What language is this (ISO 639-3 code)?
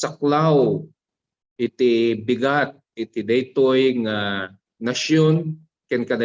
ilo